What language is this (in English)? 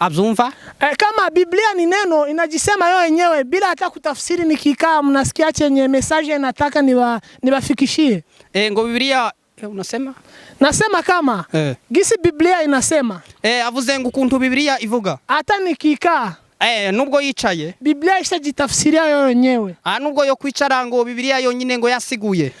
Rundi